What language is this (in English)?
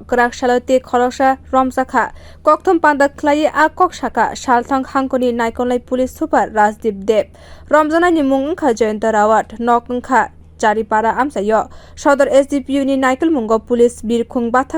Kok Borok